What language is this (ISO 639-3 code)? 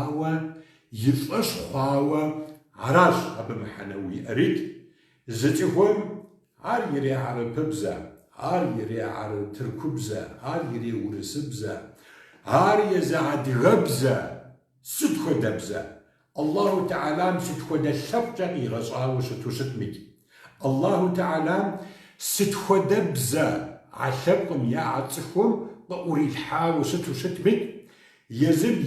kbd